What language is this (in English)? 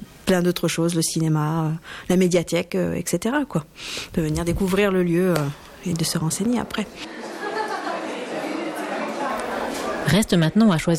French